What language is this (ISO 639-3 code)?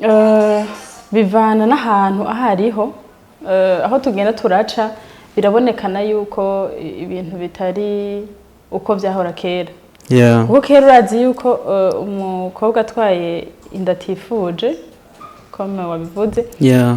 run